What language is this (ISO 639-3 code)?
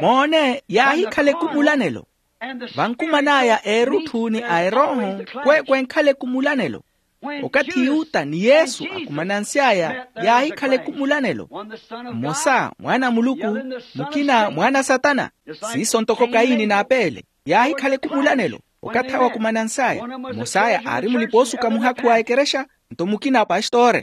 vmw